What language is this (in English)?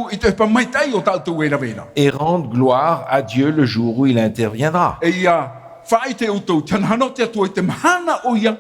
Tahitian